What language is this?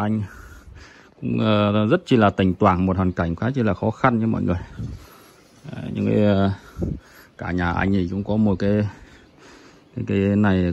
Vietnamese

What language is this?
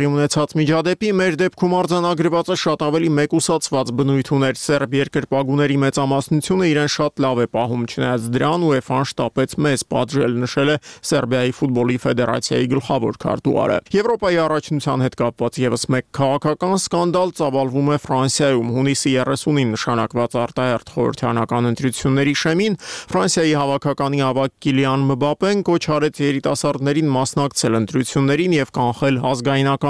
Armenian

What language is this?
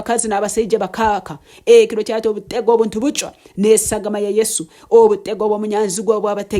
Nyankole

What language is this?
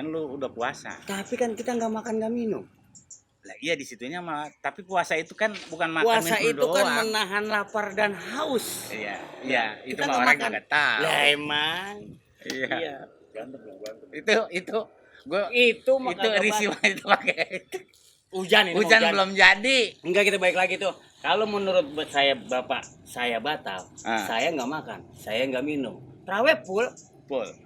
Betawi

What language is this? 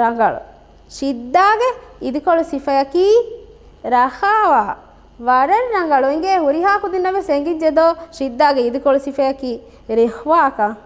Divehi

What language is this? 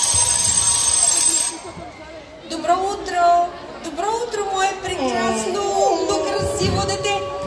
Bulgarian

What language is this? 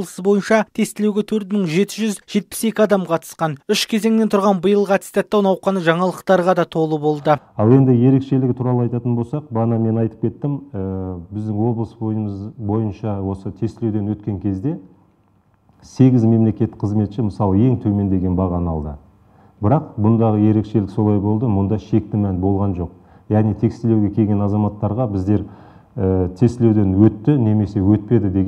Kazakh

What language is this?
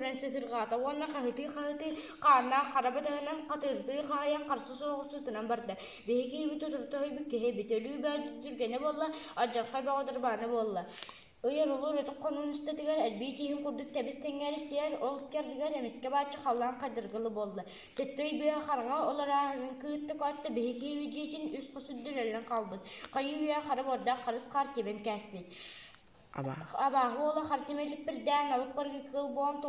Yakut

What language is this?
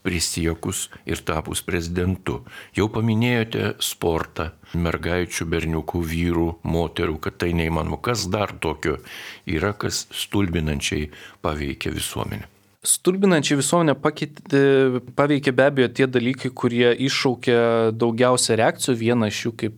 Lithuanian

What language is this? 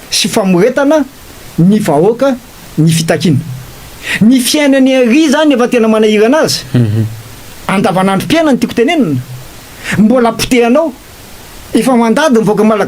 Malagasy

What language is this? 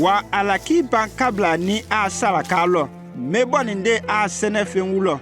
Konyanka Maninka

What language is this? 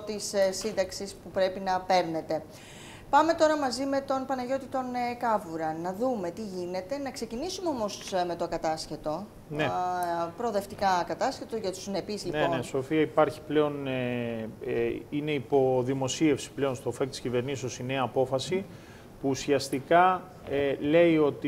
Greek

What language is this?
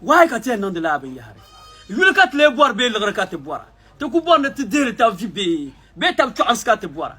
Dagbani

